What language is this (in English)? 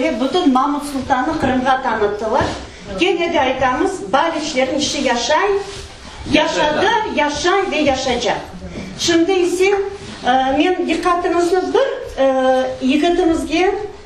Crimean Tatar